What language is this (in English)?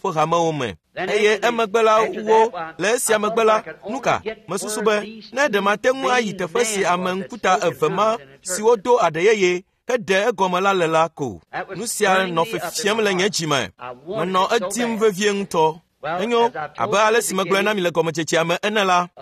Ewe